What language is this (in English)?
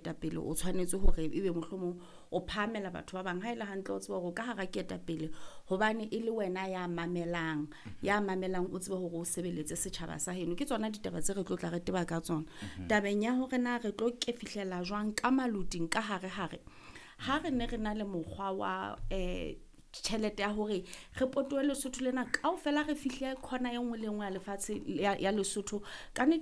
Southern Sotho